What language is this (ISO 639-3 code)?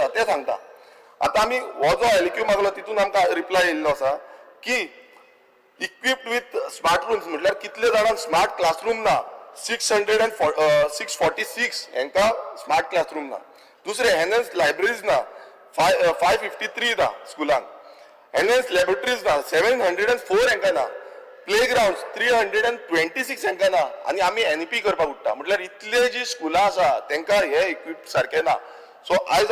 kok